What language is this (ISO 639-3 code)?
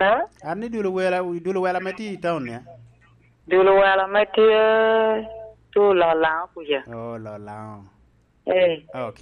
laj